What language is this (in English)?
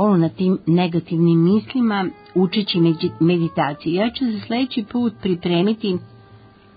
Serbian